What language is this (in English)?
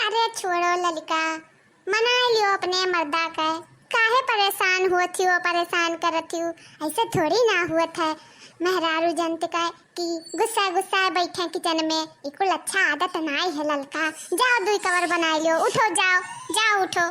Awadhi